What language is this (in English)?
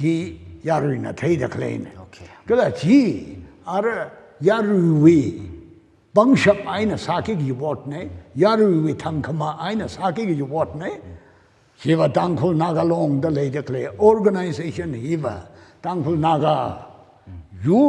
Tangkhul Naga (India)